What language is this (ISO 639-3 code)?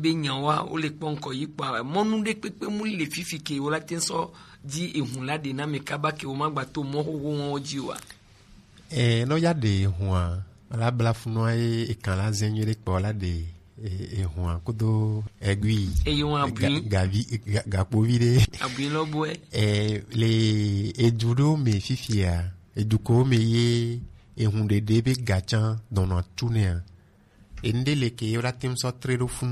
gej